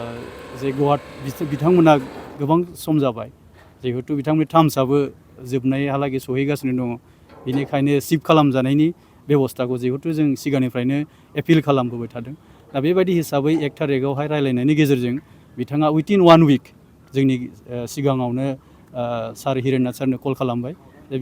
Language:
Bodo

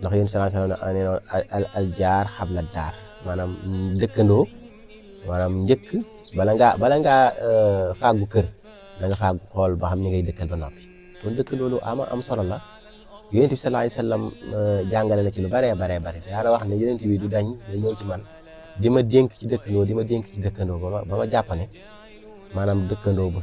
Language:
Wolof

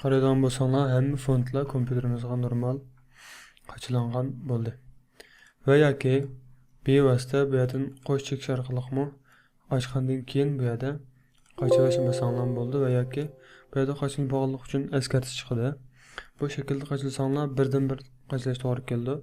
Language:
Uyghur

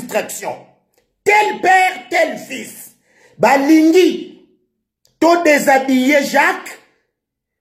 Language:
Lingala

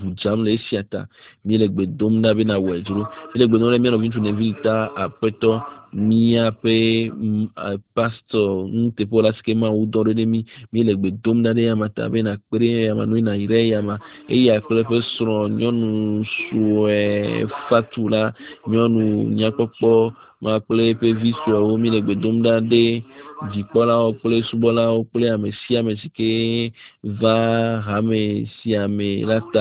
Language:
Ewe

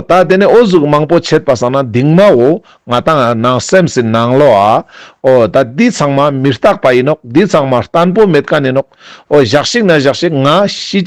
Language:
Ladakhi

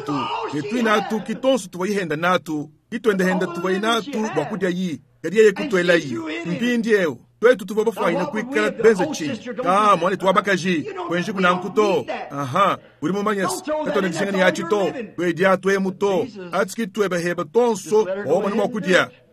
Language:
Luba-Lulua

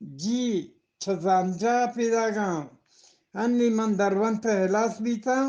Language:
Eastern Balochi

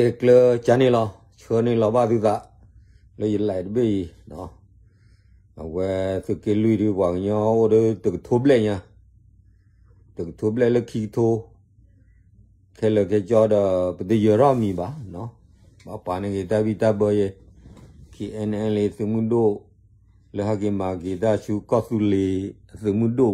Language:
S'gaw Karen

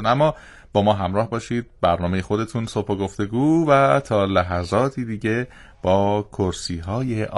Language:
Persian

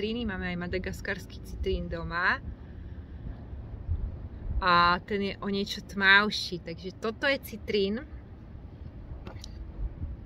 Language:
Slovak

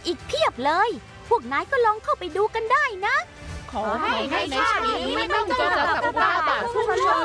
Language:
Thai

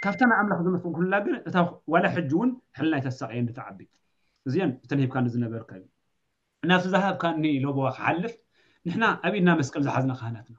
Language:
Tigrinya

